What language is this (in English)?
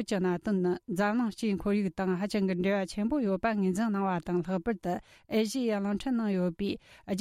Tibetan